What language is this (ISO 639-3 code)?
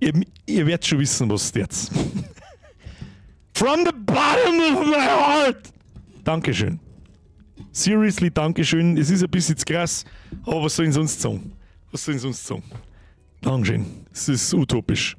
bar